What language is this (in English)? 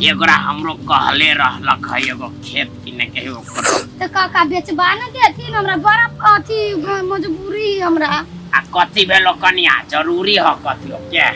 Maithili